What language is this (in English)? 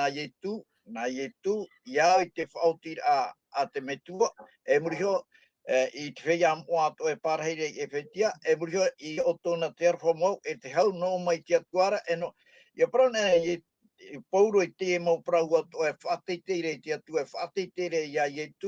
Tahitian